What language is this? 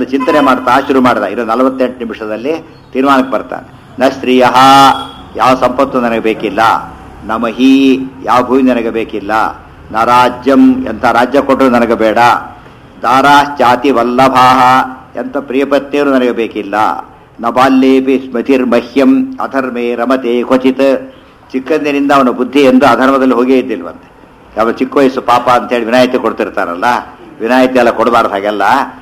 Kannada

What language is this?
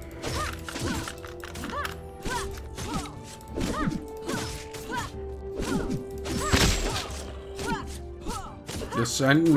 German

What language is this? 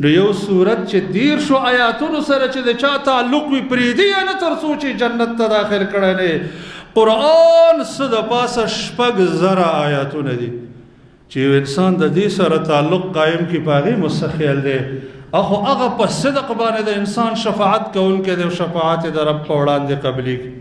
Pashto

